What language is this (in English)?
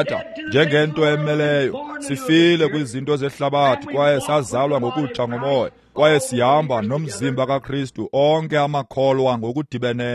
Xhosa